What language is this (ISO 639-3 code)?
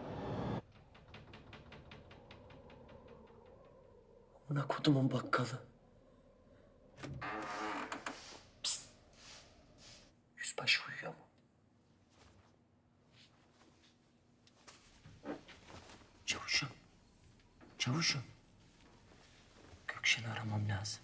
tur